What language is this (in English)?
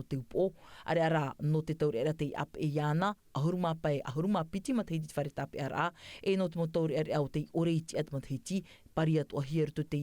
Tahitian